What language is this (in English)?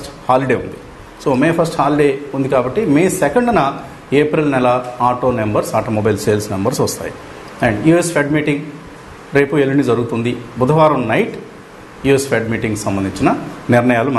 Telugu